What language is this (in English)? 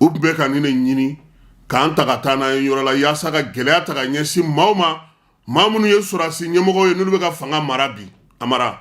Bambara